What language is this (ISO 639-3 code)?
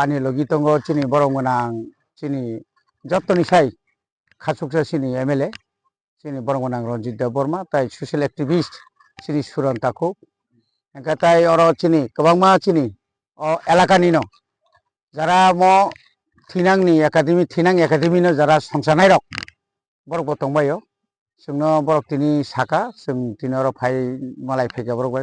trp